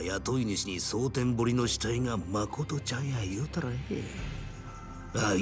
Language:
Japanese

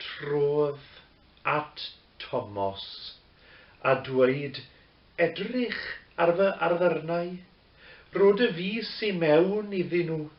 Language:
Welsh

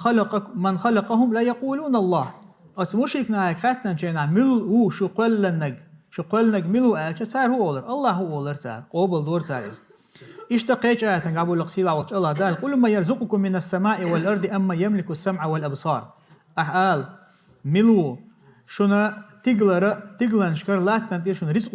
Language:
Chechen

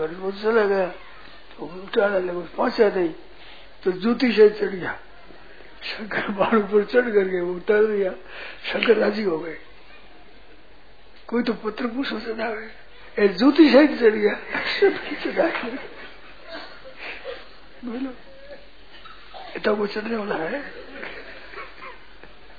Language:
Hindi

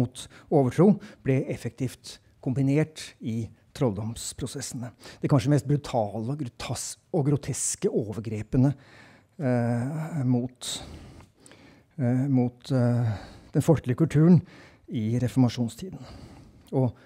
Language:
Norwegian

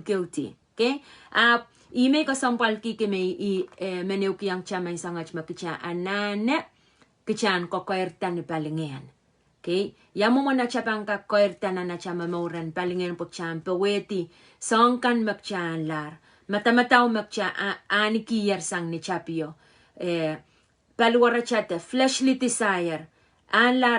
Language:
Pohnpeian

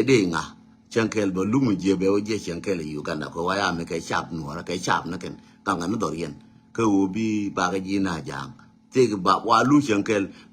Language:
Nuer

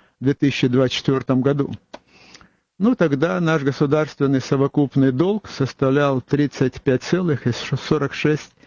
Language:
Russian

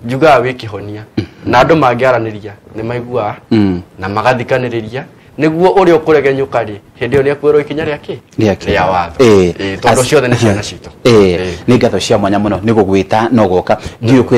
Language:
Kikuyu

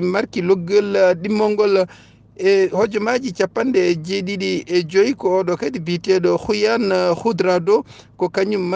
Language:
Fula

